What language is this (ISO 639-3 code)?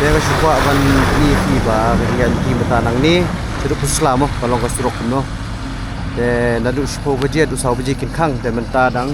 kha